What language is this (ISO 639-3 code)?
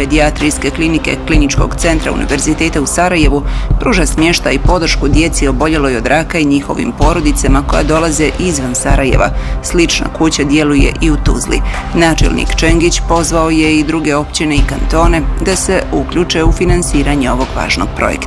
bos